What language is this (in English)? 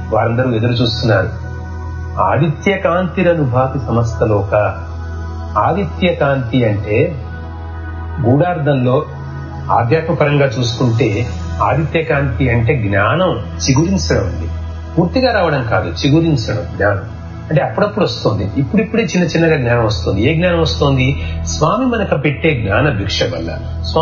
Telugu